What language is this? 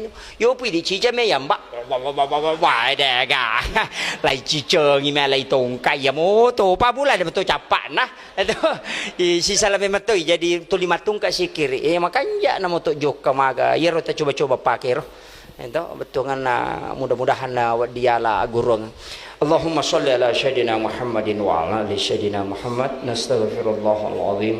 Buginese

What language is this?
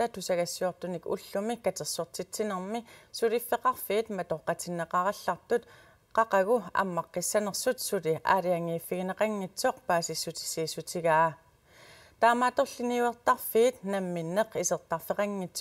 Kalaallisut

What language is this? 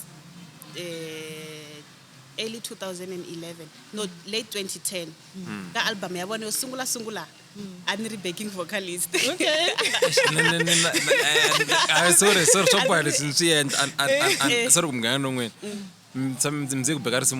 Tsonga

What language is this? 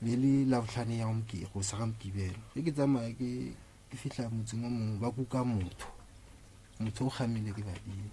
Northern Sotho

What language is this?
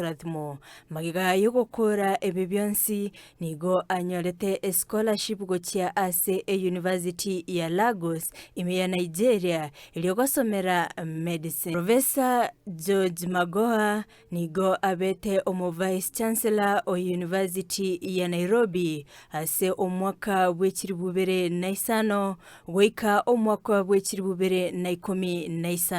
Gusii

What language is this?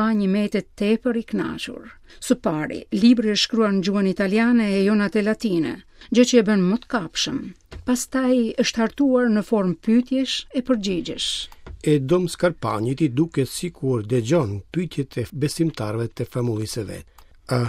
Albanian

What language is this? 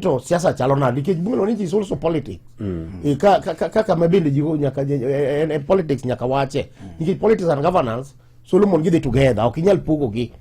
Luo (Kenya and Tanzania)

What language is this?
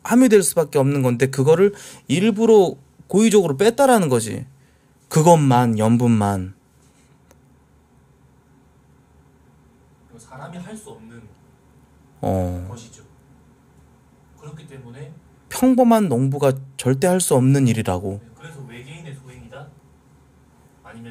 Korean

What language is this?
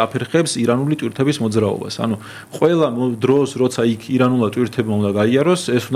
Georgian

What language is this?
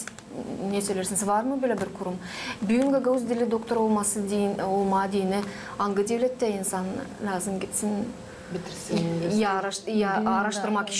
Gagauz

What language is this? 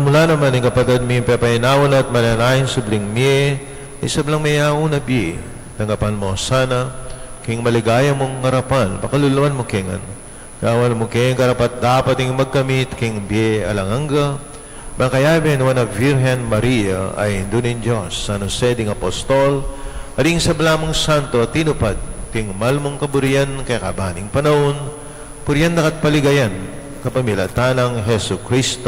Pampanga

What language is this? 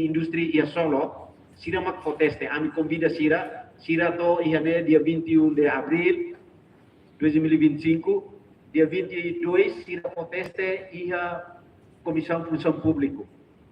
Tetum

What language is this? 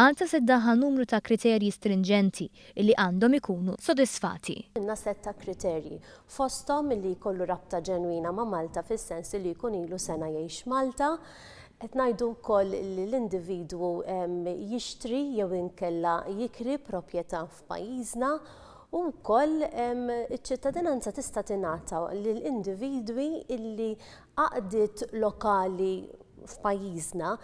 Maltese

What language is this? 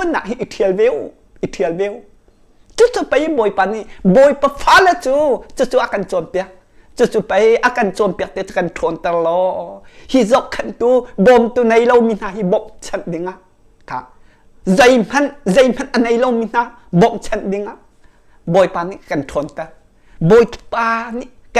Hakha Chin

